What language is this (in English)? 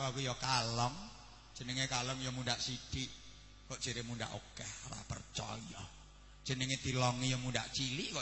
Javanese